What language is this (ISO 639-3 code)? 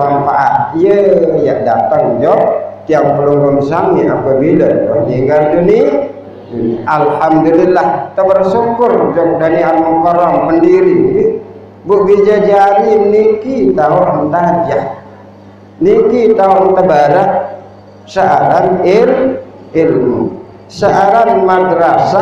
sas